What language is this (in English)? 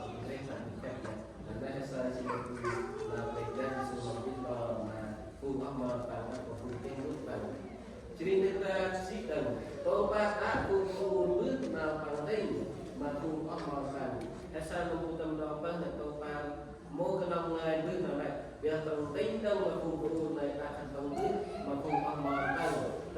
Central Mnong